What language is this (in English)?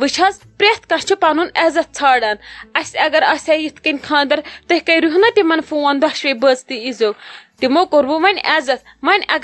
Kashmiri